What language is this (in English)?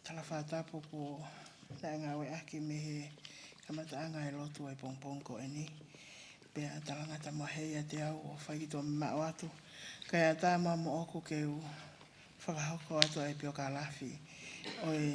Tongan